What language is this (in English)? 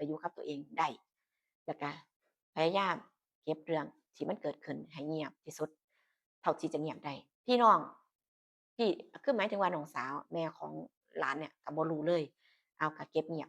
Northeastern Thai